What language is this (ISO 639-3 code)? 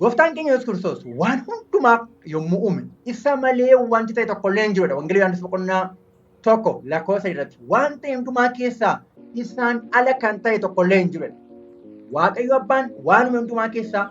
orm